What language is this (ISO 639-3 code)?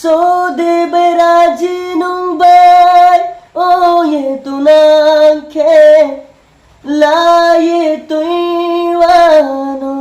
ria